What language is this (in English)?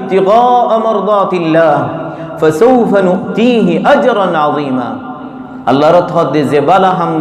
Rohingya